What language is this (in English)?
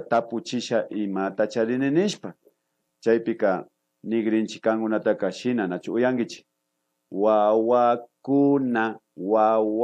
Imbabura Highland Quichua